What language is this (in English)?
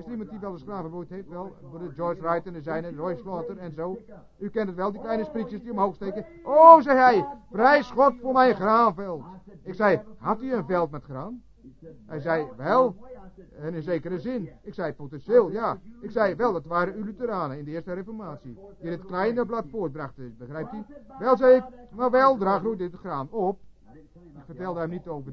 Dutch